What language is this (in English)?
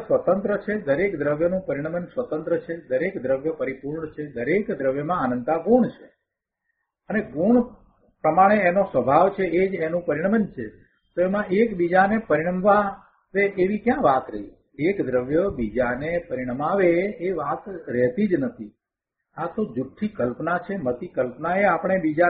Gujarati